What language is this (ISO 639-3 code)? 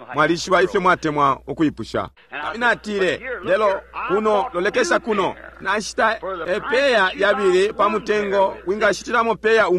bem